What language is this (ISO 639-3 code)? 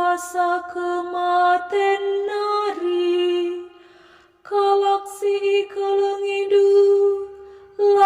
btx